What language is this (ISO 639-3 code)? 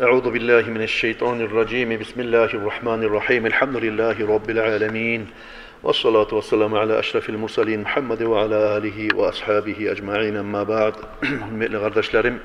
kum